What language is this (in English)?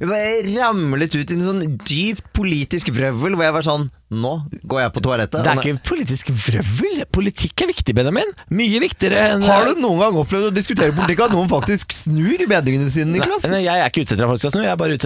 Norwegian